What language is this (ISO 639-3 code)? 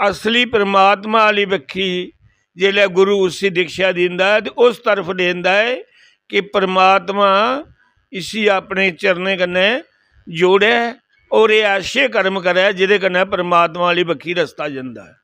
doi